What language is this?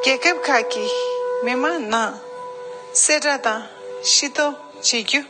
Tibetan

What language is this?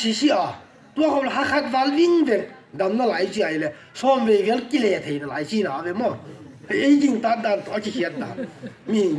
Tedim Chin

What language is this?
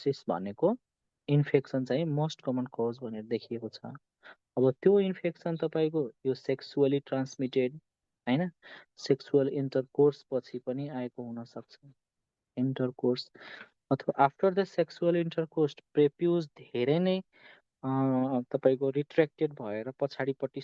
Nepali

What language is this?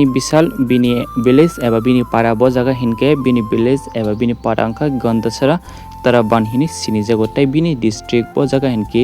Kok Borok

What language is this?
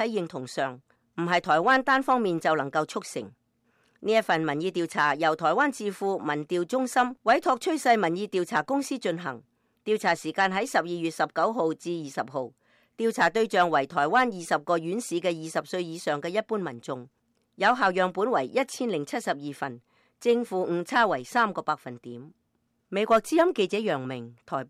Cantonese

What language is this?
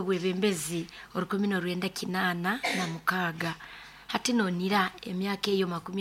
Nyoro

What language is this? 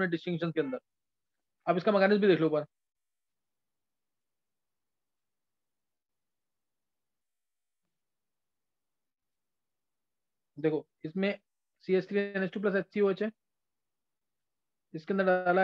Hindi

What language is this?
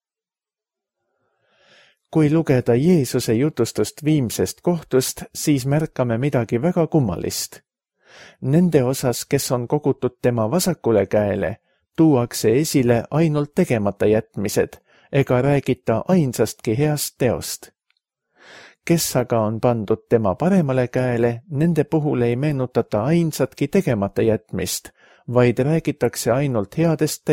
Estonian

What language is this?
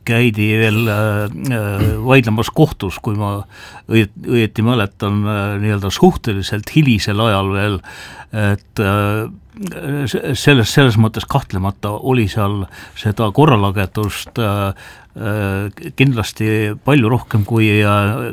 Estonian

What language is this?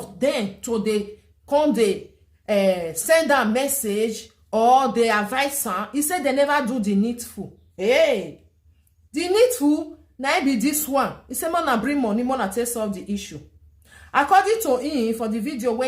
Nigerian Pidgin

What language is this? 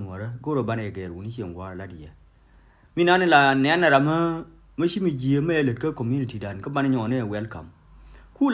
Nuer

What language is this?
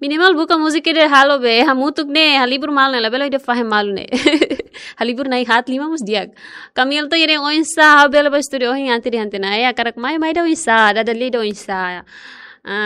Tetum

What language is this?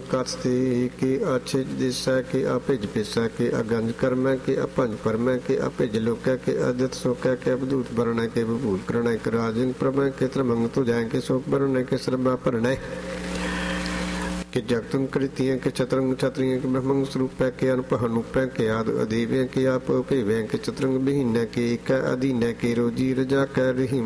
Punjabi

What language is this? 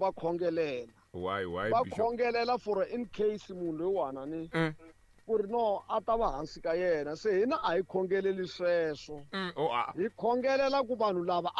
Tsonga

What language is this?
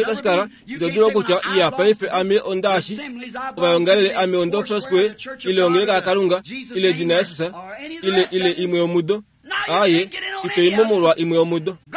Kuanyama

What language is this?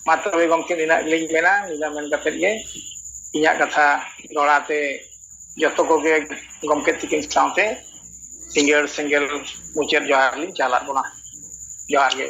Santali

